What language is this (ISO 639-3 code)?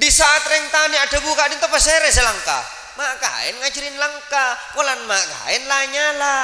mad